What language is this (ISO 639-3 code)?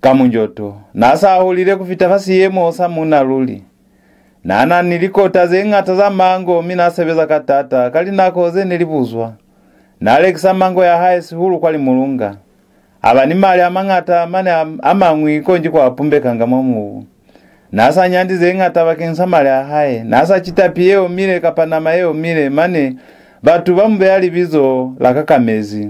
loz